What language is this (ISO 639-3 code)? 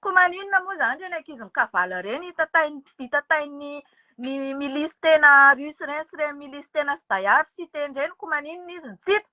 mlg